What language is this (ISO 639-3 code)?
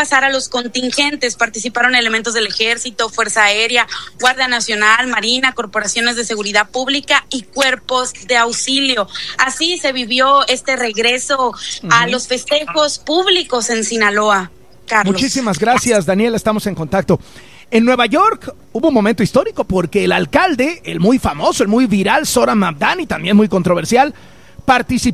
spa